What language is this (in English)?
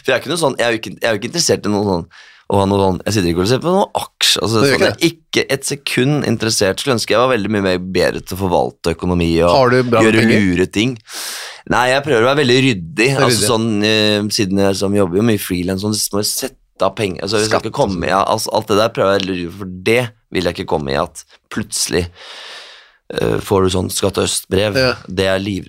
Norwegian